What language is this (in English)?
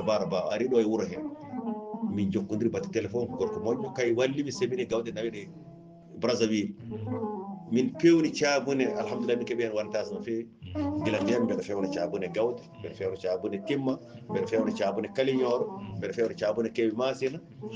Fula